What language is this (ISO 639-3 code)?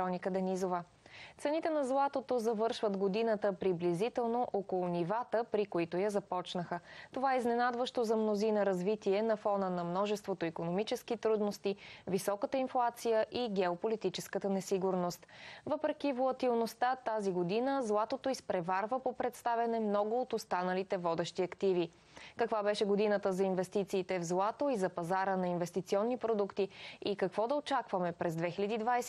bul